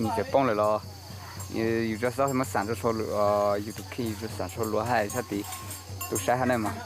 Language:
Hmong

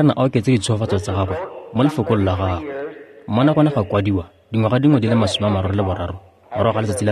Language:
Tswana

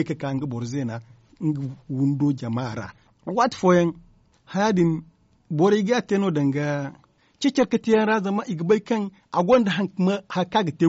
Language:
Zarma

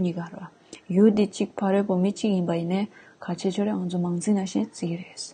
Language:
Tibetan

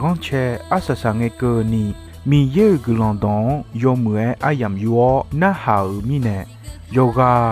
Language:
Akha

